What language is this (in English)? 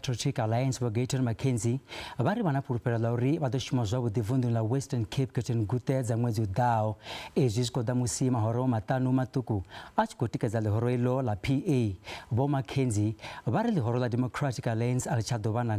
Venda